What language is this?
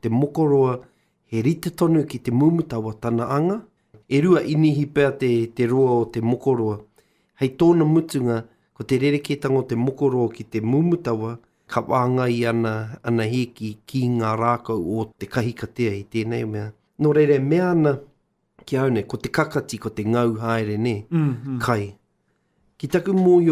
Māori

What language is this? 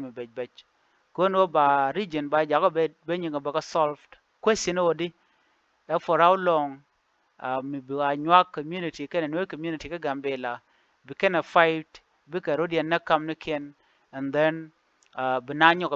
Nuer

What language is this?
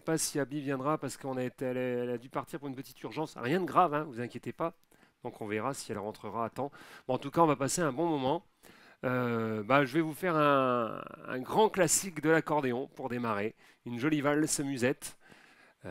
French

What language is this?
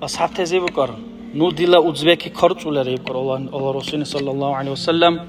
Dargwa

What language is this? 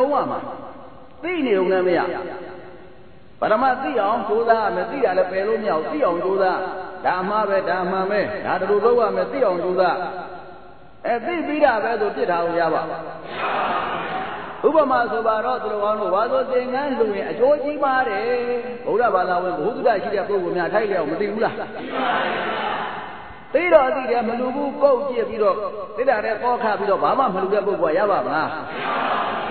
Burmese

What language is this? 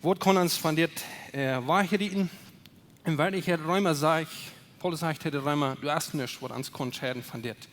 Plautdietsch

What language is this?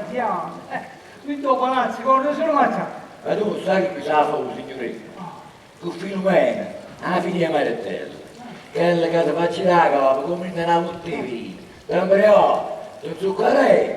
Neapolitan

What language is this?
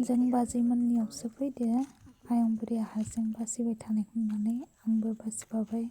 Bodo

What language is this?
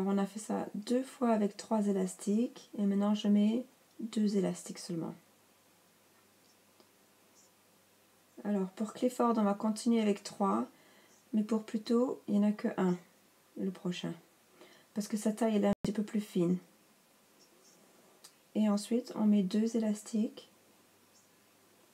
French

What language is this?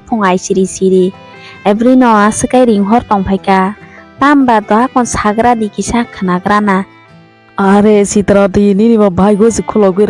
Kok Borok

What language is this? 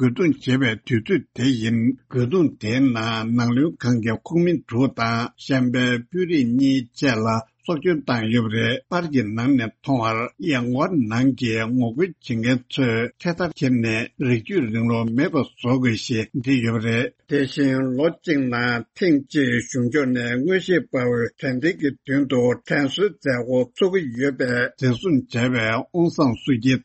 Tibetan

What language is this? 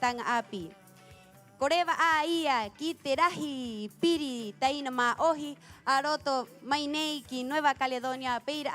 Rapanui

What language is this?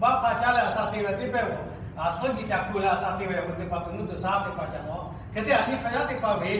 Lahu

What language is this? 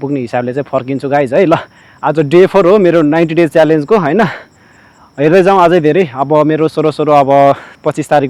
Nepali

